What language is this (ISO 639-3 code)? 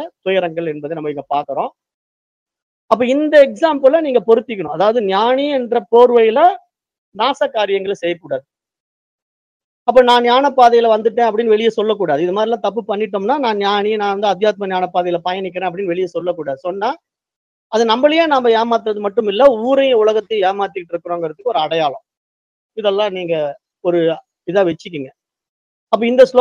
tam